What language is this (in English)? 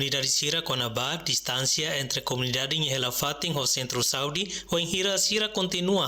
Tetum